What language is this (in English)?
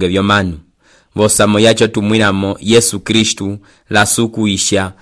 Umbundu